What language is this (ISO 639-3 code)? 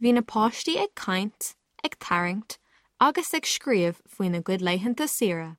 gle